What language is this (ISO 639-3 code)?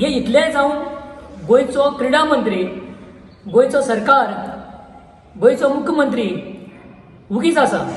kok